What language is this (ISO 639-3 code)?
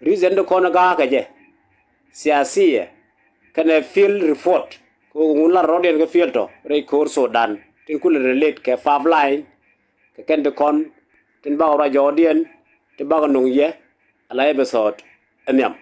nus